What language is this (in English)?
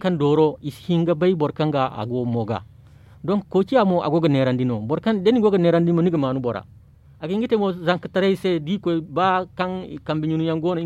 Zarma